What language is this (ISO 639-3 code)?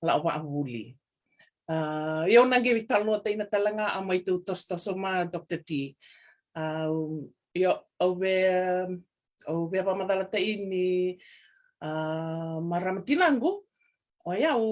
fij